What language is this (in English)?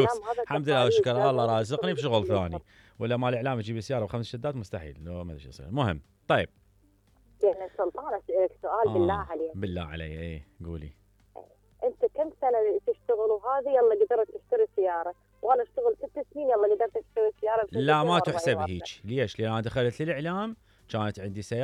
Mesopotamian Arabic